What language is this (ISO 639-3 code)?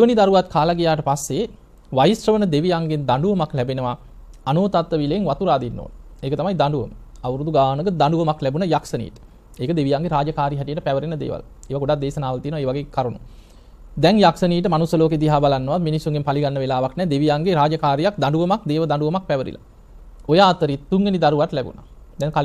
sin